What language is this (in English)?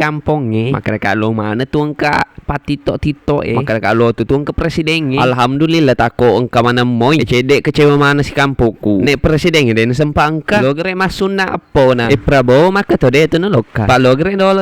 Buginese